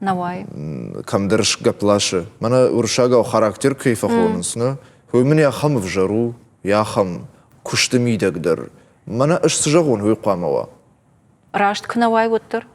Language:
Ossetic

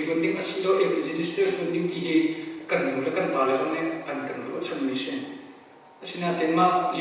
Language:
Hakha Chin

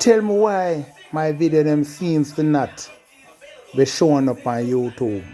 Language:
Jamaican Creole English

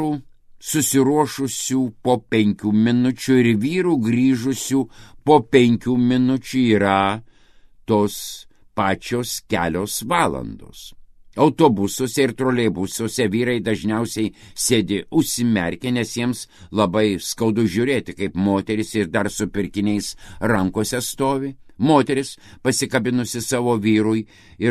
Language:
Lithuanian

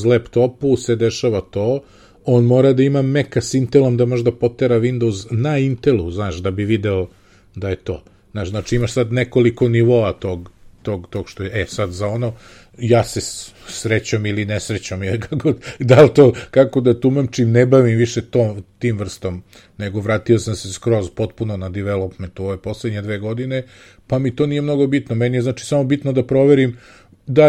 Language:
Serbian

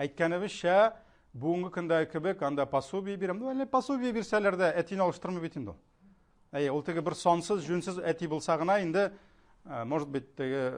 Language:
Tatar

